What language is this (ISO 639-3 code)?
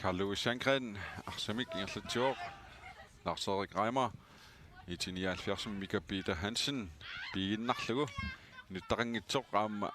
kal